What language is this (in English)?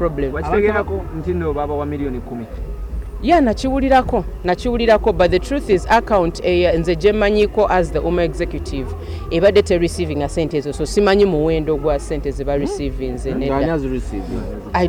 Ganda